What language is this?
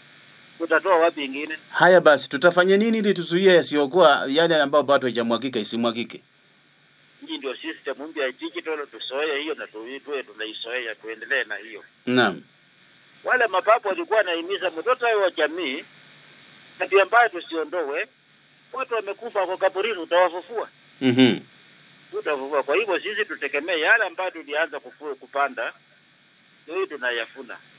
Swahili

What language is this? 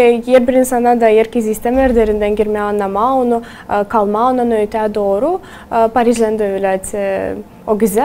Gagauz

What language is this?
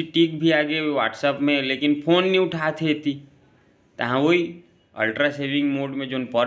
Chhattisgarhi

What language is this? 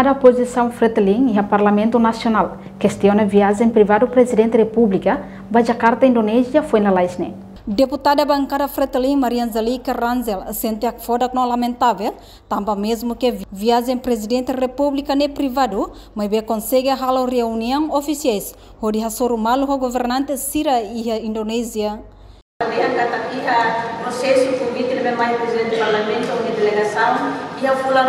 Tetum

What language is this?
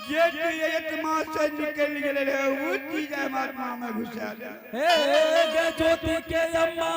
Angika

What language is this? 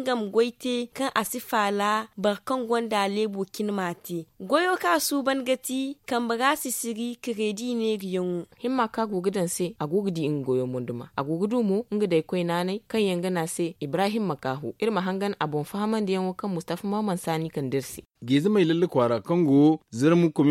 Zarma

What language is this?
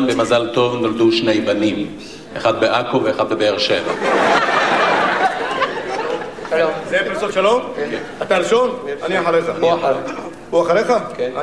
Hebrew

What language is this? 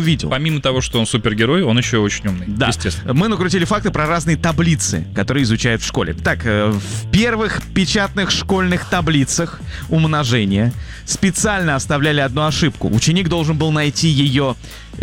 Russian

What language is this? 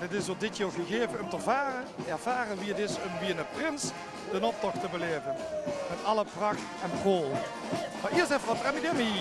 Limburgish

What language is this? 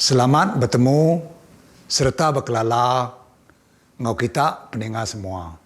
Iban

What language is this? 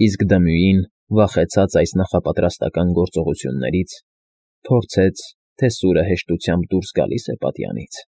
Armenian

